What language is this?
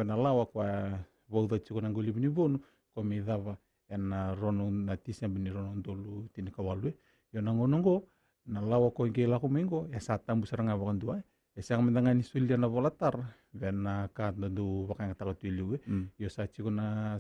Fijian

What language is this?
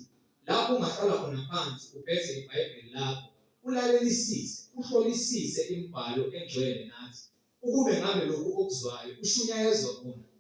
Zulu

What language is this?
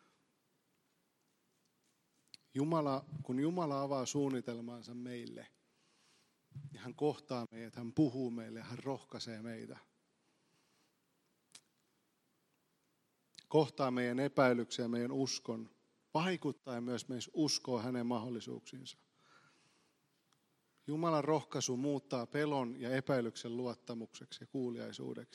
Finnish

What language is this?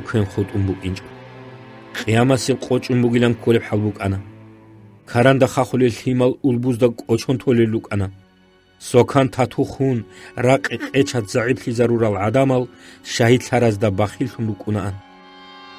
Avaric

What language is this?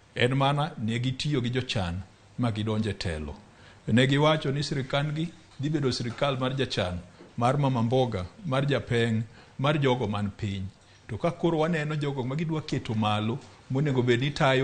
Luo (Kenya and Tanzania)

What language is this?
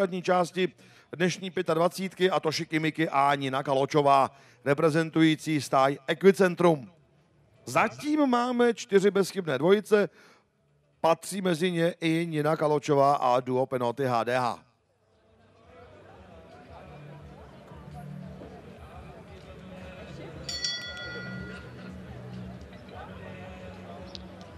Czech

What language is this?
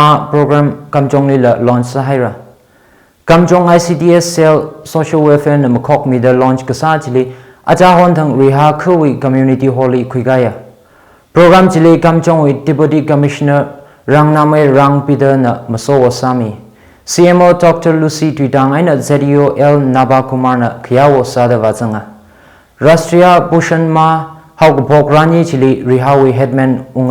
Tangkhul Naga (India)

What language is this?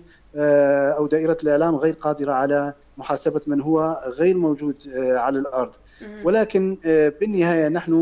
North Levantine Arabic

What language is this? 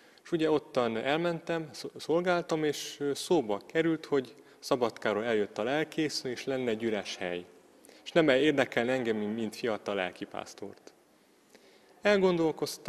Hungarian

